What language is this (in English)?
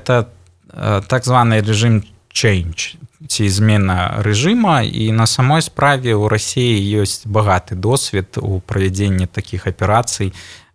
Belarusian